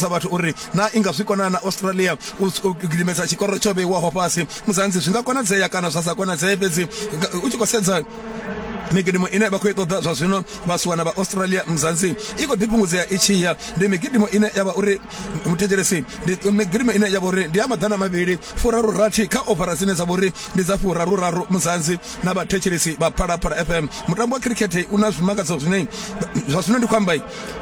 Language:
Venda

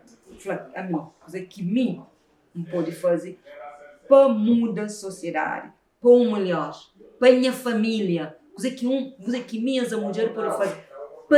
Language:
Kabuverdianu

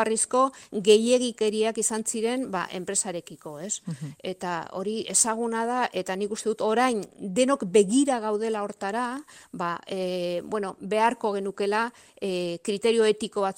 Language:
Basque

